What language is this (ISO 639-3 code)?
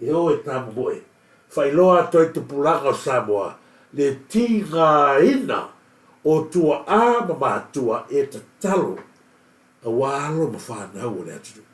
smo